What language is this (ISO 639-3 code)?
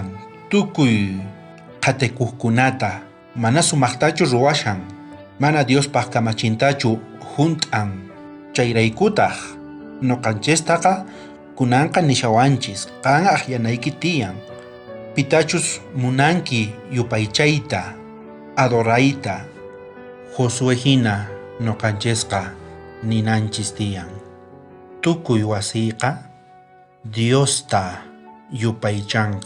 quh